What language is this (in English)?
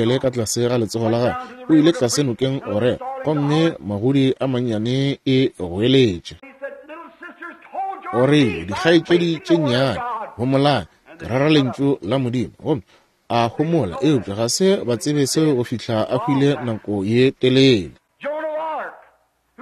Northern Sotho